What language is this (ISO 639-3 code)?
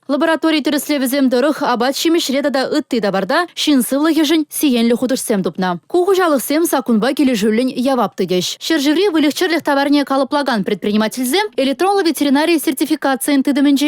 chv